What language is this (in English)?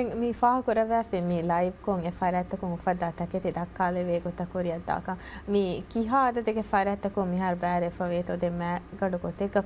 Divehi